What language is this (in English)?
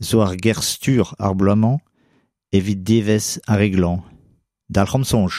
Breton